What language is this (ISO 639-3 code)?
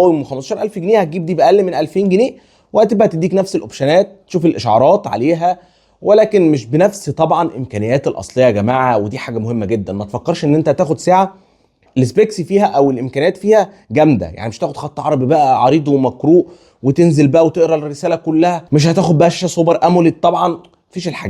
arz